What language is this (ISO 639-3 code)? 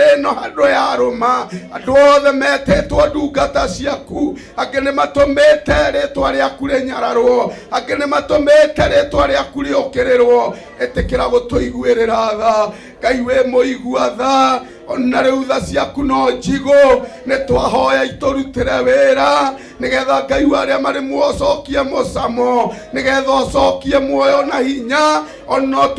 kik